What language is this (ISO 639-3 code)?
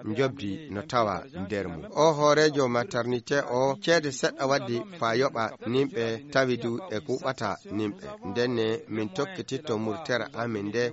ful